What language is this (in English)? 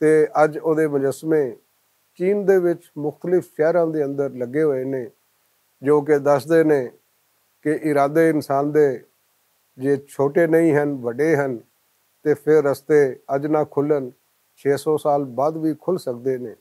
Western Panjabi